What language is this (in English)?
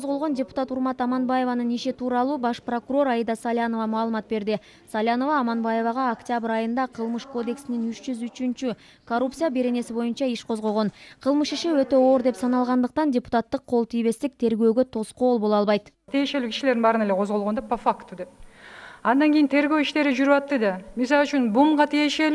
Kyrgyz